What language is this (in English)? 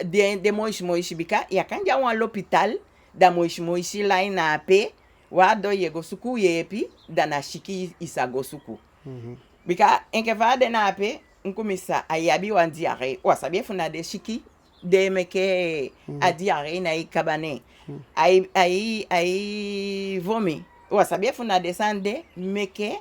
Eastern Maroon Creole